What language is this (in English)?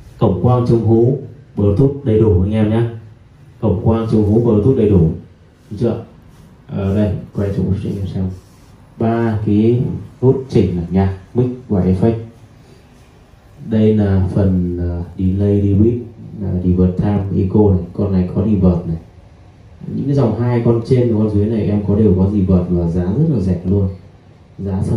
Vietnamese